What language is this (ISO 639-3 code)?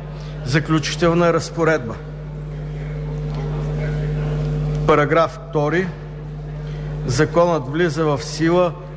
bul